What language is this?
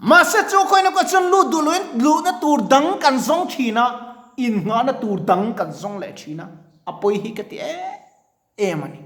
Mizo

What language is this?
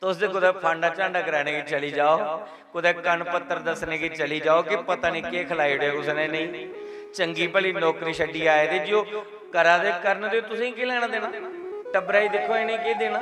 Dogri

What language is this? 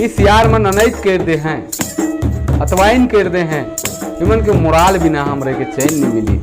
Sadri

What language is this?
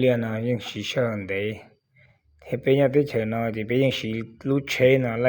Hmong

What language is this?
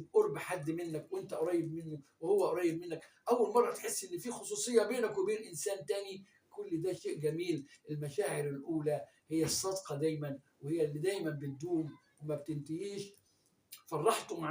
Egyptian Arabic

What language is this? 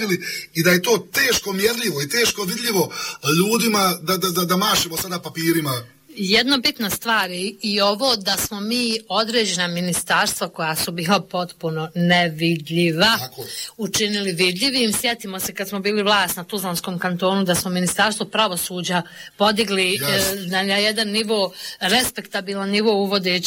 Bosnian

